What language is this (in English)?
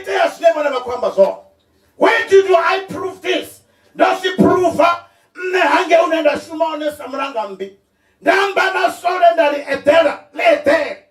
Venda